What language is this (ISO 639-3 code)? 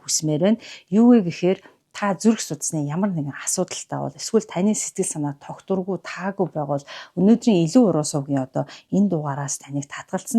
mon